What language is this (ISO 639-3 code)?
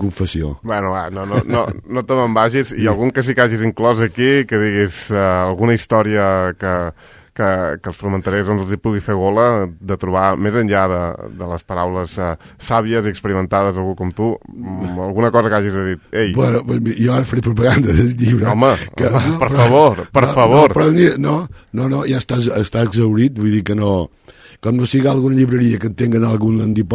cat